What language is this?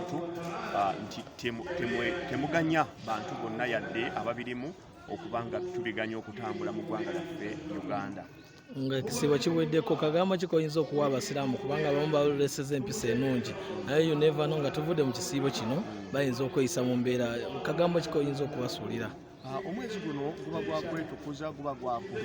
Ganda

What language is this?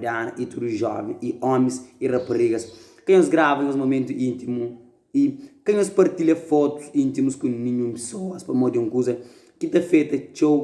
Kabuverdianu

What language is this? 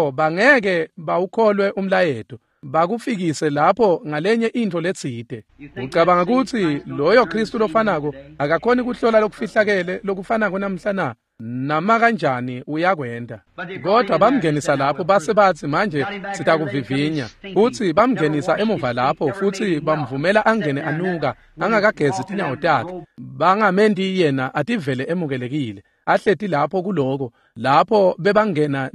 Swati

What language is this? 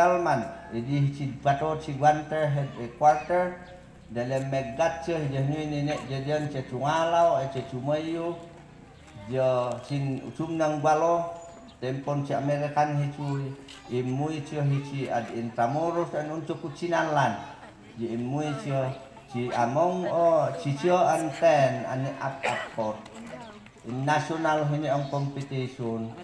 Mayoyao Ifugao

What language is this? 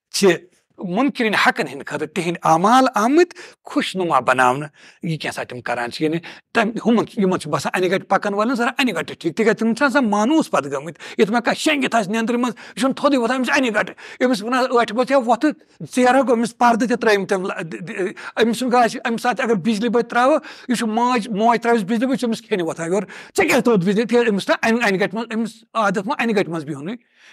Kashmiri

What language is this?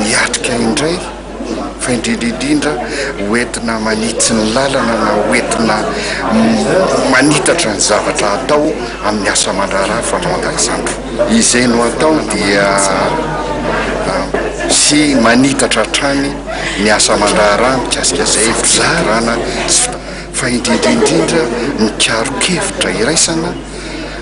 Malagasy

